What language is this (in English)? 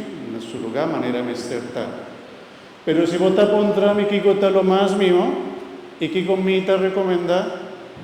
Papiamento